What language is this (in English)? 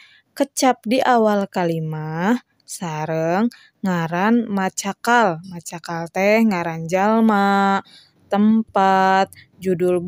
Sundanese